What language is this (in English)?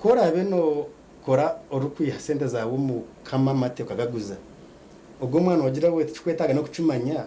Nyankole